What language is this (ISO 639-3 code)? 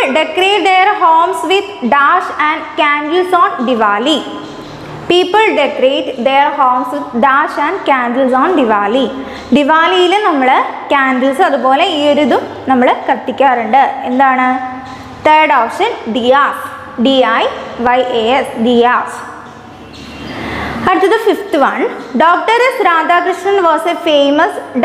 mal